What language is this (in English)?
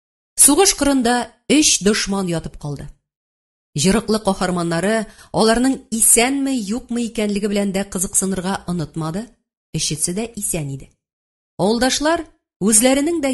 Tatar